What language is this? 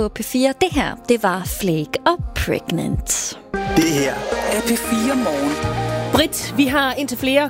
Danish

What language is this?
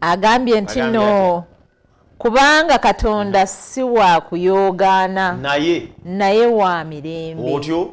Ganda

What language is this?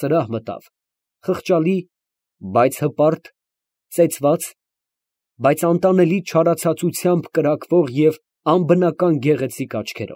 Armenian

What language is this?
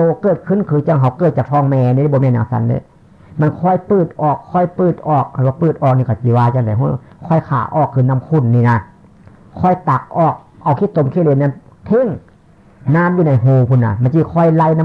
Northeastern Thai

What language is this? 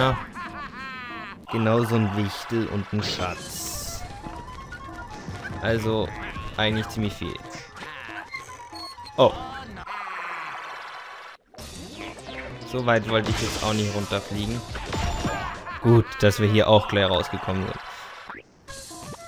German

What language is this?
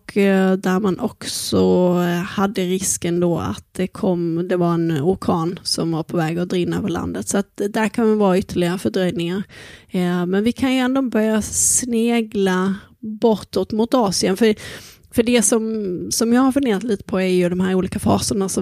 Swedish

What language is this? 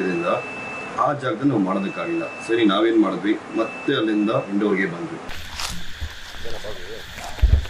Kannada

